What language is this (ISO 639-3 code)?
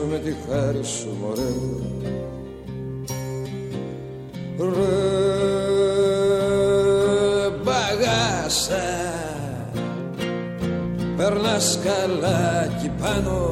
ell